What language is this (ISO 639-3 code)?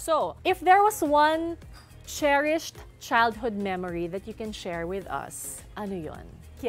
fil